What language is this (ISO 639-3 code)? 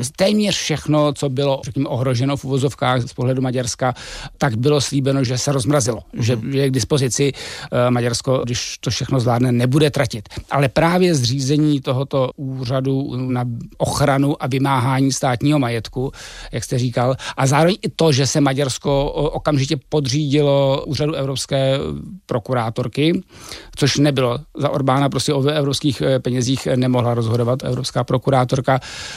ces